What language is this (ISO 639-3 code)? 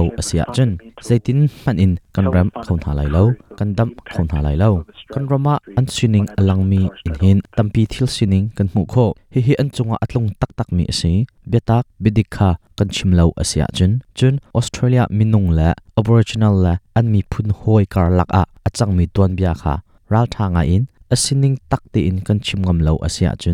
cnh